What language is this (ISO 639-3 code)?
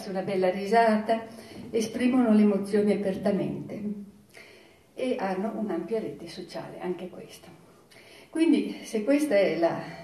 ita